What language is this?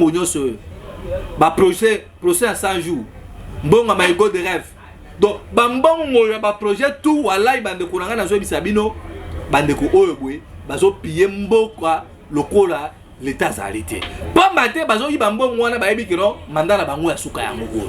Lingala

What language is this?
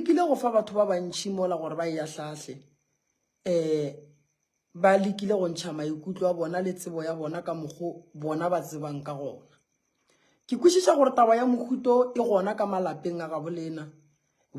Northern Sotho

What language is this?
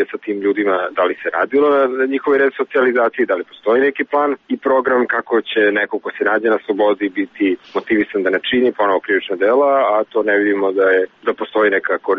Serbian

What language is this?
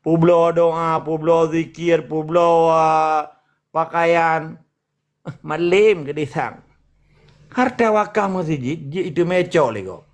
Achinese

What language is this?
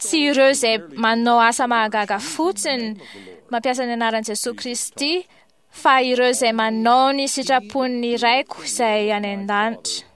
Malagasy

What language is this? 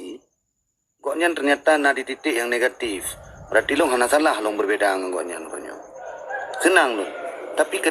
Achinese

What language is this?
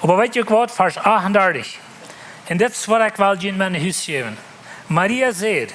Plautdietsch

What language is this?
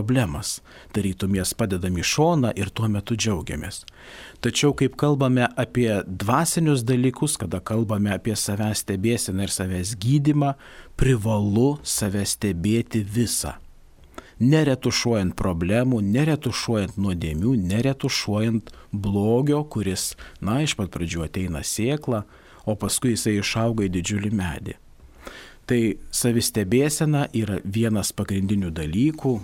Lithuanian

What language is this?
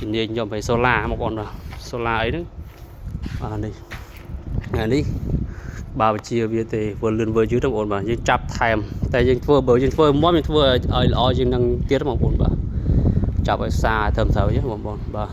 Khmer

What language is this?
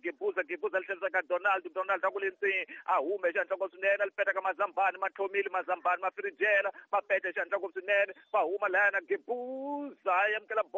Tsonga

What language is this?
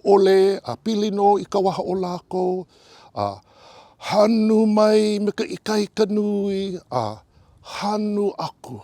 Hawaiian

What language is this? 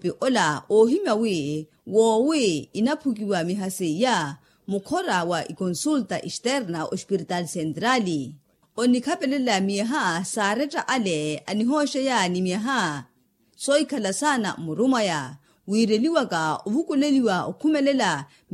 Makhuwa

